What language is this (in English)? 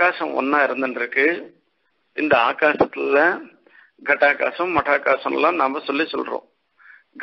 Tamil